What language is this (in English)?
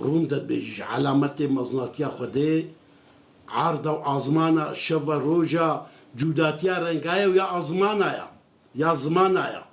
Kurdish